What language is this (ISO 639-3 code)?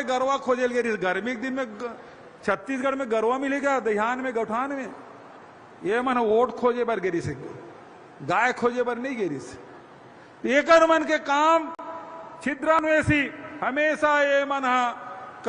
hne